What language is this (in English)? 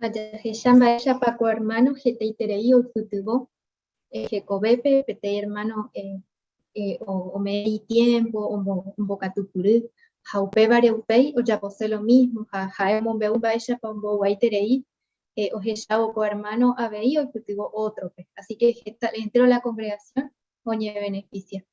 Guarani